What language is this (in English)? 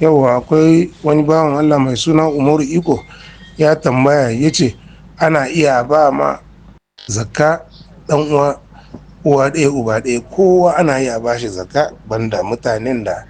Hausa